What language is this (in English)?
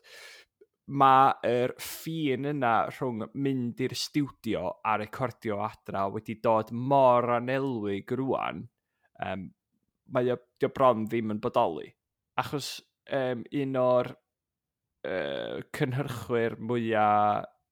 Welsh